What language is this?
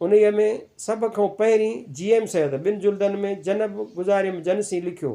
Sindhi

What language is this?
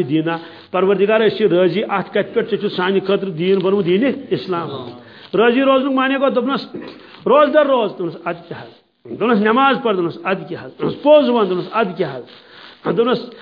Kashmiri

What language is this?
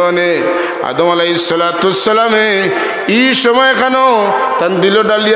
Sylheti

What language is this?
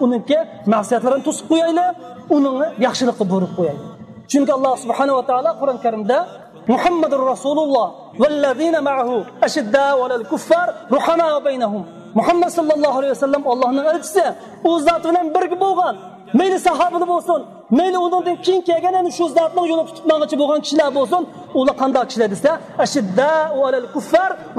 Uyghur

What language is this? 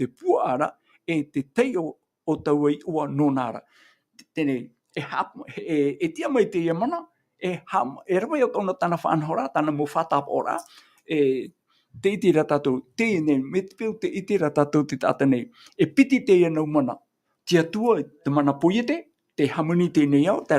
Tahitian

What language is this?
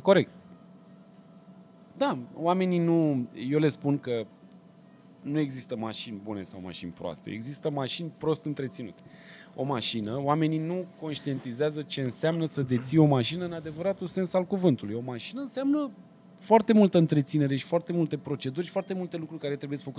Romanian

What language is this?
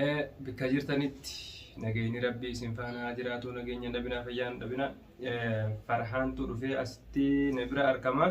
Oromo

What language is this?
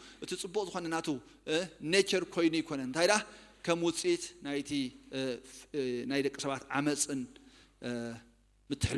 Tigrinya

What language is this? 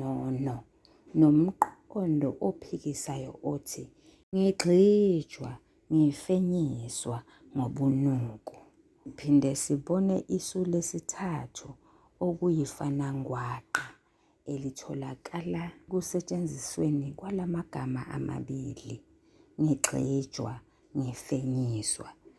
Zulu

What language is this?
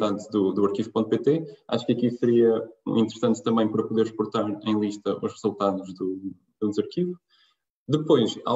Portuguese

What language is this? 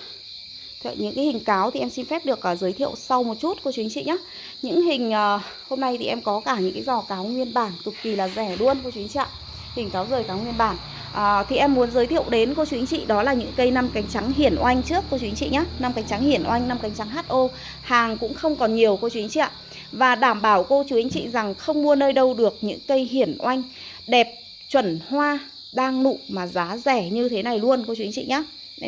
Vietnamese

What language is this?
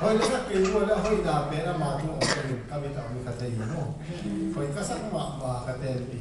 Tedim Chin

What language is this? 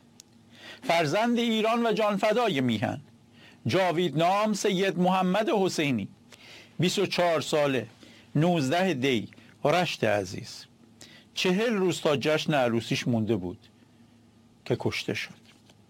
Persian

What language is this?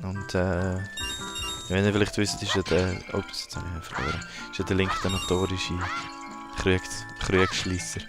Swiss German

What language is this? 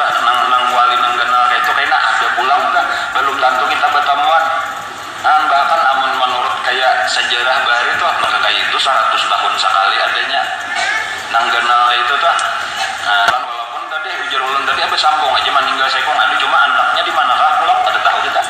Banjar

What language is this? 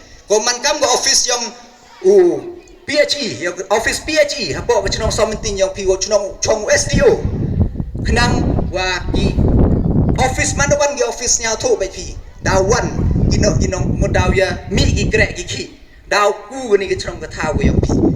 Pnar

